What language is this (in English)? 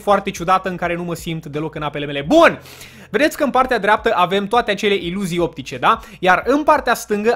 Romanian